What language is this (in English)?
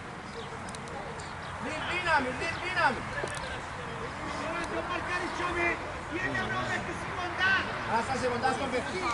Greek